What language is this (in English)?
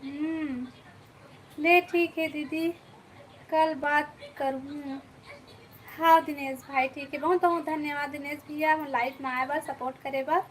Chhattisgarhi